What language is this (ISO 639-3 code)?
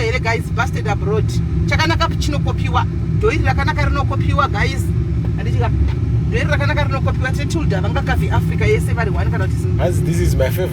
sna